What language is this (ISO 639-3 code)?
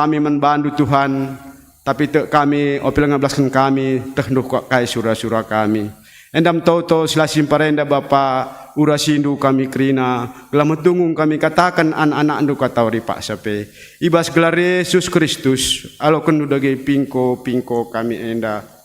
btx